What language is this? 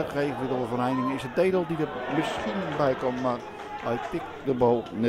Dutch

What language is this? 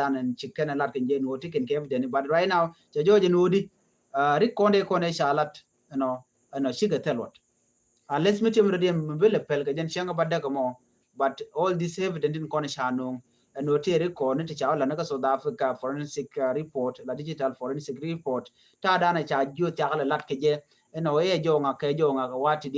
Nuer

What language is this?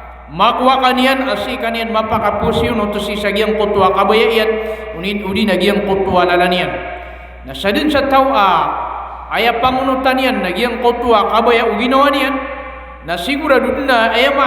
Maranao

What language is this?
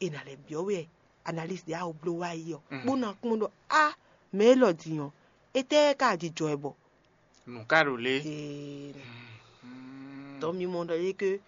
Fon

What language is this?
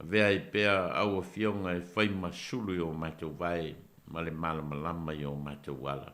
Samoan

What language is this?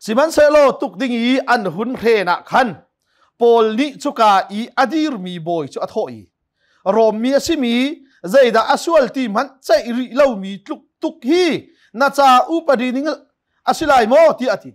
Hakha Chin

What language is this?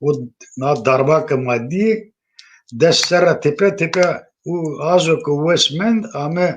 Zaza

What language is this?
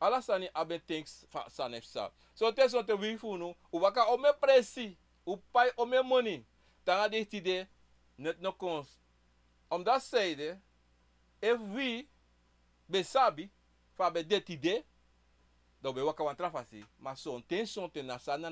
Sranan Tongo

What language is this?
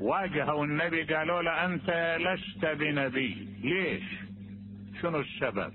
Mesopotamian Arabic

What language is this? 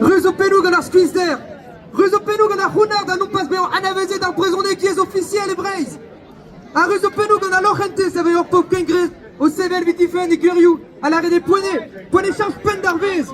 Breton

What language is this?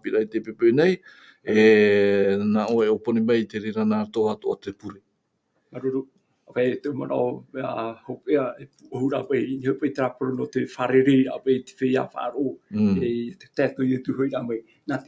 Tahitian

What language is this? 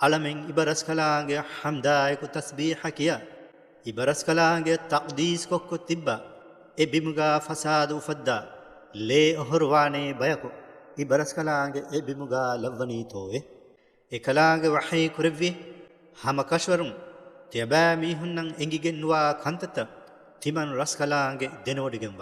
Divehi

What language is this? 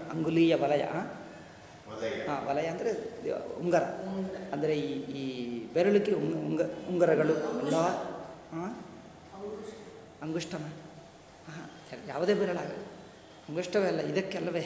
Kannada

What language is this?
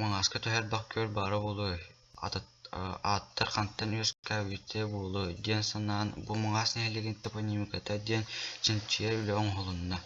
Yakut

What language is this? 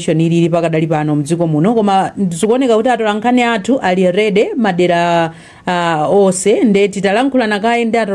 Nyanja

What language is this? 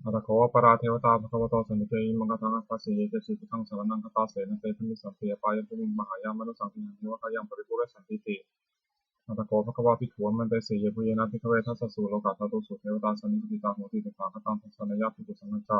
Pali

